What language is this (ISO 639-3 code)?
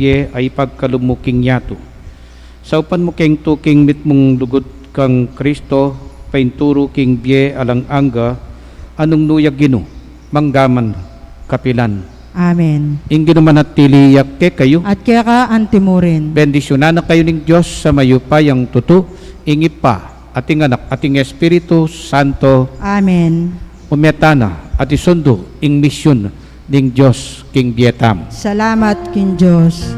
pam